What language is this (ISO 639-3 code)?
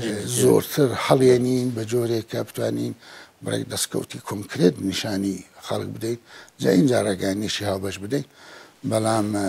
ckb